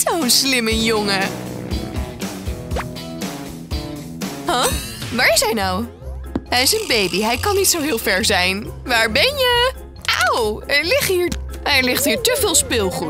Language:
Dutch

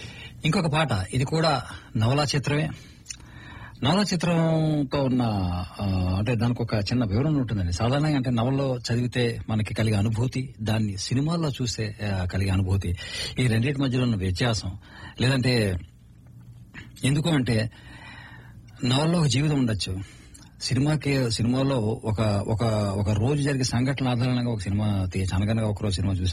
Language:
Telugu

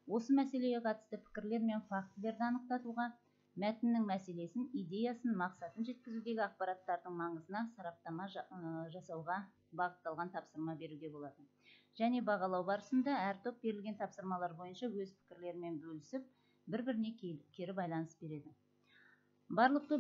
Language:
Kazakh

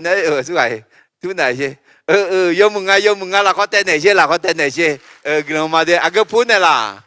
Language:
Akha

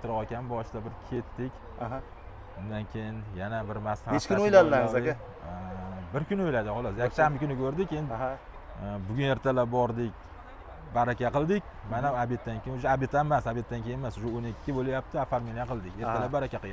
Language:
Uzbek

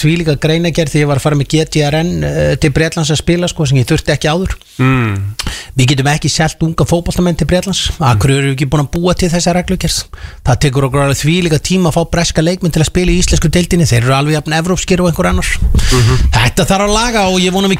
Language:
Icelandic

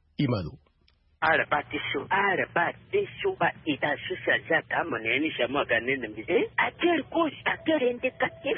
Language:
Sango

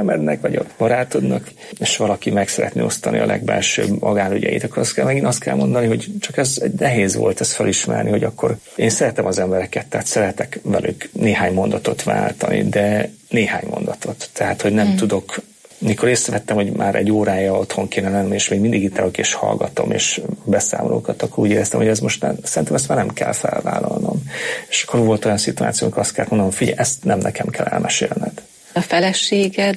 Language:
Hungarian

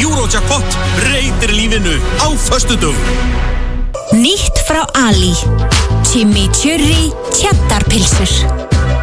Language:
Icelandic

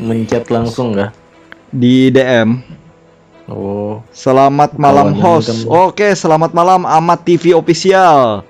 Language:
Banjar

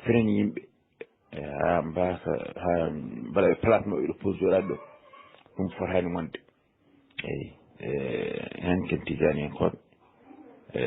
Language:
Fula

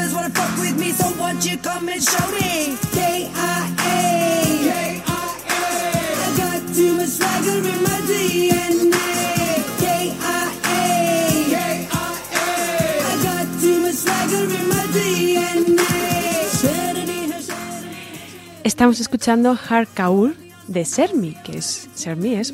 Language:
Spanish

